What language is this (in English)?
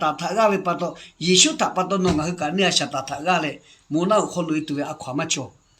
Lahu